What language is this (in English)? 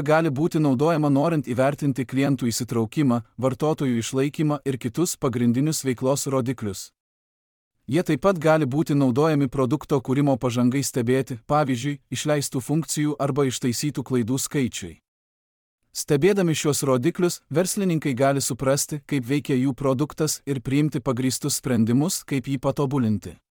Lithuanian